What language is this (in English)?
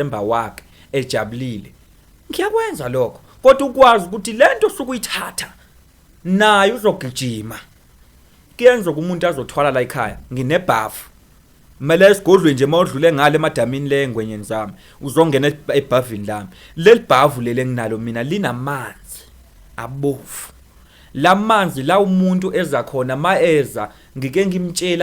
Zulu